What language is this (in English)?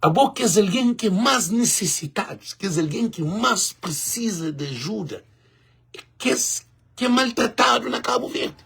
Kabuverdianu